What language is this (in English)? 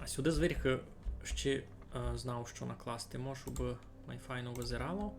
Rusyn